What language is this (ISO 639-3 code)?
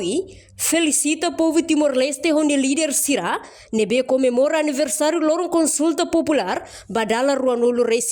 tet